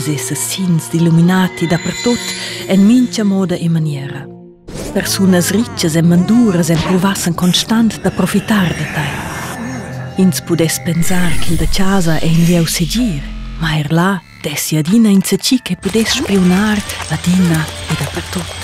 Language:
Romansh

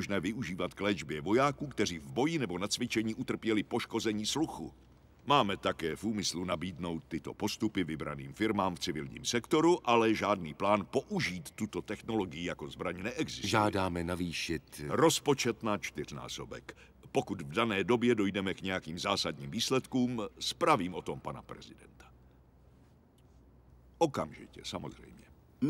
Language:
Czech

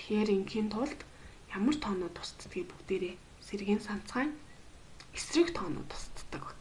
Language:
Mongolian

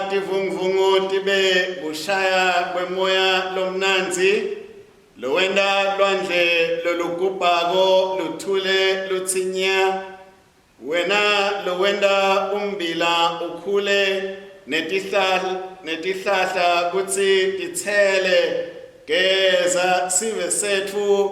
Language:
Swati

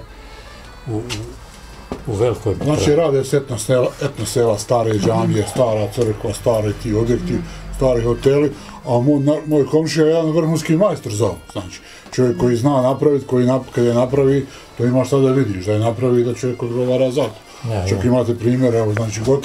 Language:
Bosnian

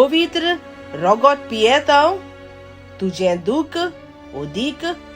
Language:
Konkani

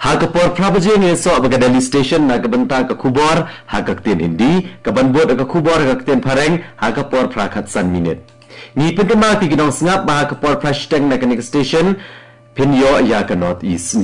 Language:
Khasi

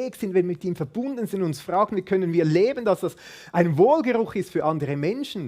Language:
Swiss German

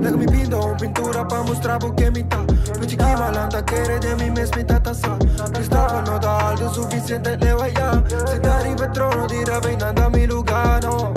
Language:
Papiamento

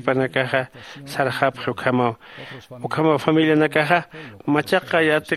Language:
Aymara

